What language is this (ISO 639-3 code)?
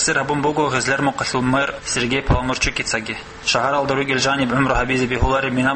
ava